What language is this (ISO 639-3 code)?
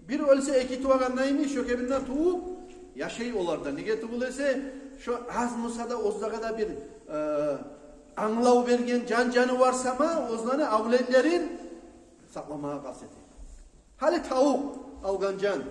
kum